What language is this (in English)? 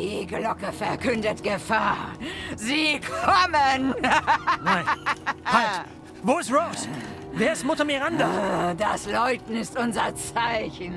Bavarian